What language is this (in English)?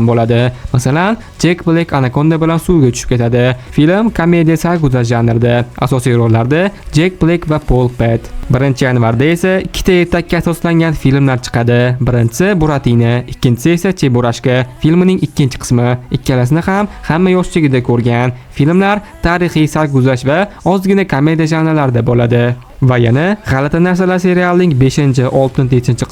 Uzbek